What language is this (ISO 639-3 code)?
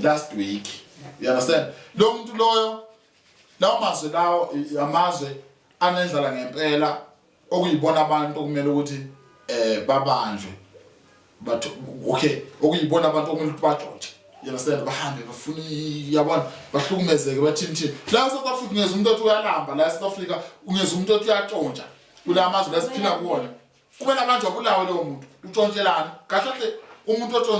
zul